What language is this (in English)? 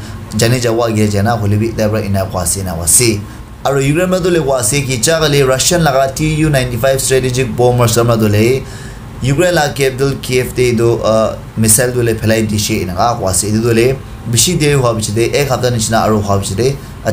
Naga Pidgin